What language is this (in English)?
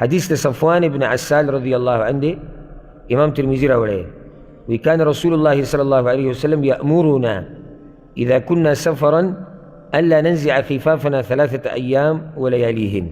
Pashto